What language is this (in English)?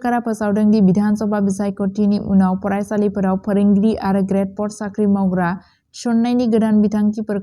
Bodo